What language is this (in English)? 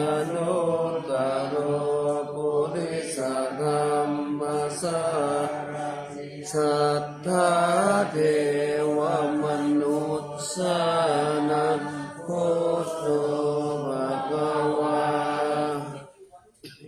Pali